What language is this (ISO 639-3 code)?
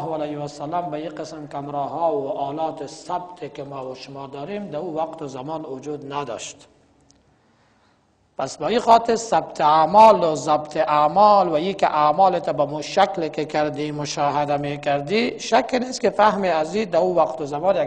fas